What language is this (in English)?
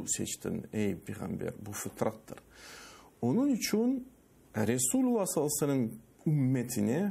Crimean Tatar